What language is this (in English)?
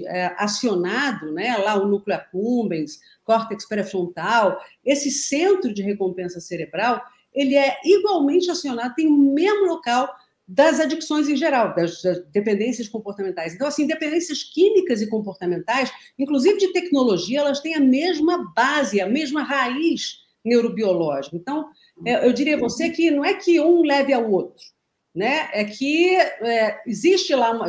Portuguese